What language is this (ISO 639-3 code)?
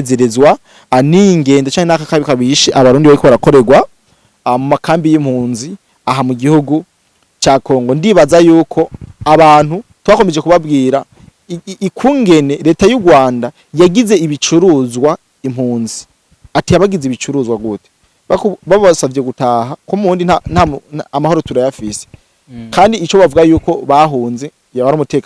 run